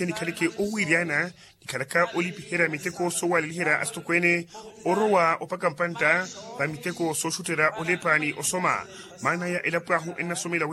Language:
Makhuwa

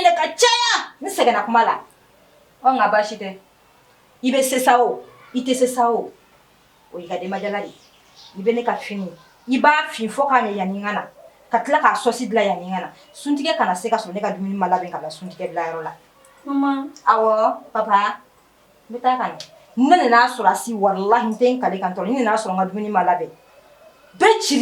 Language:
Bambara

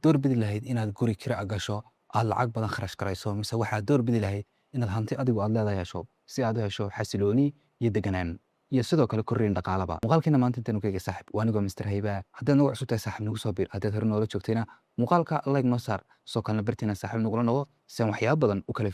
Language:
Somali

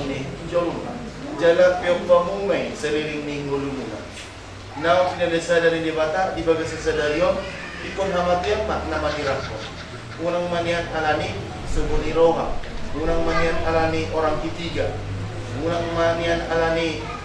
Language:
Batak Toba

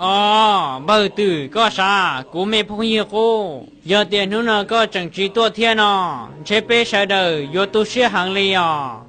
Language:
Hmong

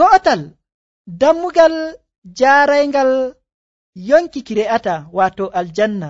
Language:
Nigerian Fulfulde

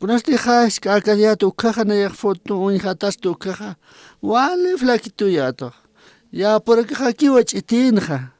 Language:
Aymara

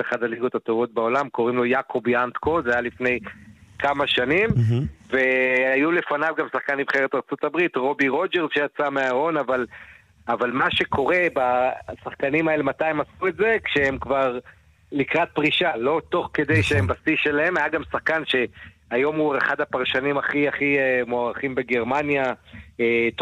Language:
Hebrew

